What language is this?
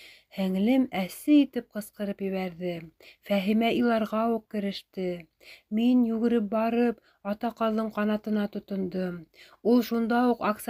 Bashkir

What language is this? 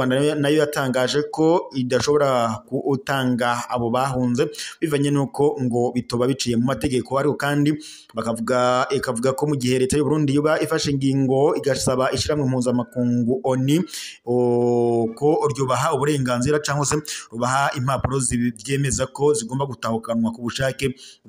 Rundi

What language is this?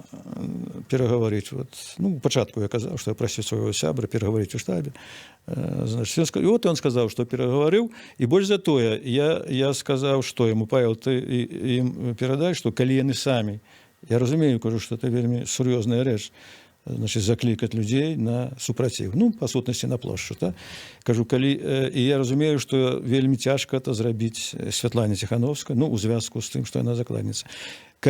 Belarusian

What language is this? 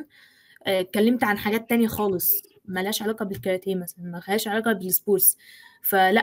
Egyptian Arabic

